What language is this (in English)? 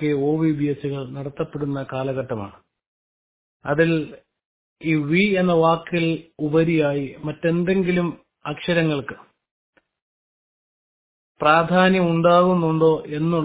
Malayalam